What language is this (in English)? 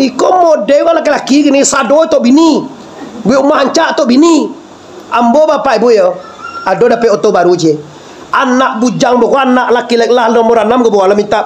Minangkabau